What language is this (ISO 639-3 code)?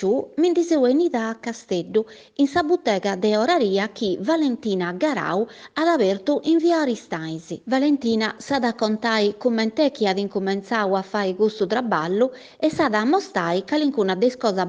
srd